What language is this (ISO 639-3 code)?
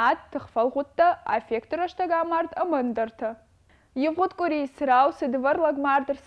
oss